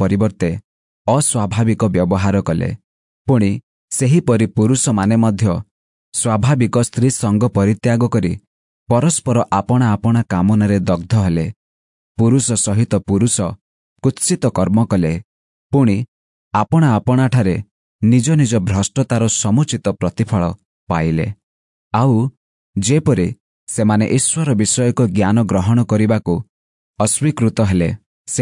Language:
Odia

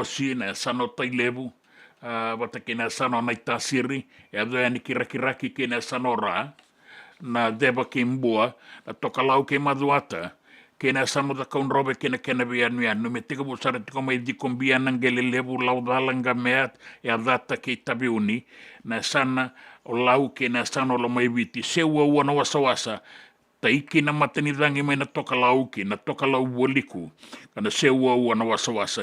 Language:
Fijian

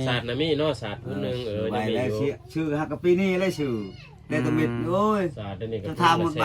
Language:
Lao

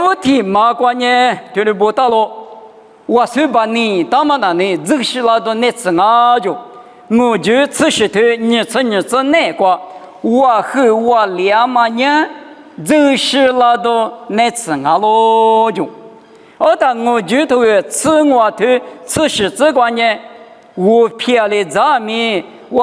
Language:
Lisu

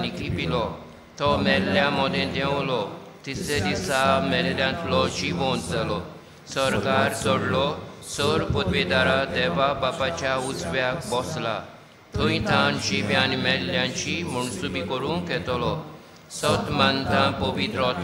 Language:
Konkani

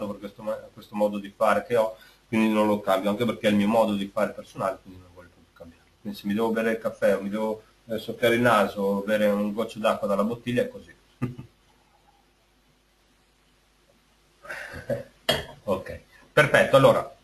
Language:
Italian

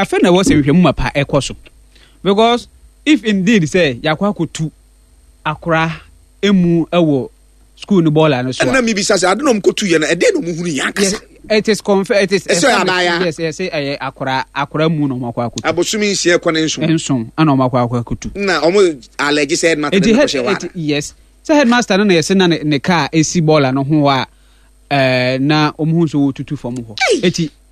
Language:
Akan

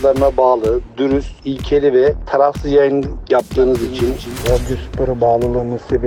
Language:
Turkish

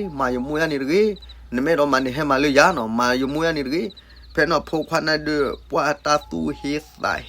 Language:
S'gaw Karen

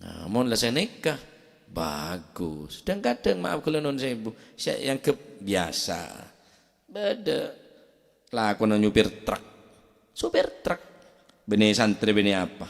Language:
Madurese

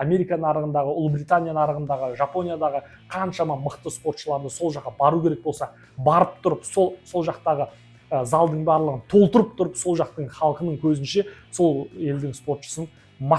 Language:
Kazakh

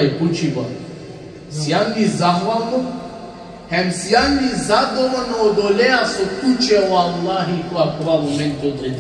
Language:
Balkan Romani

